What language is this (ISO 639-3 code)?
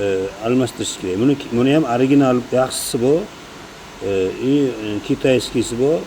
uzb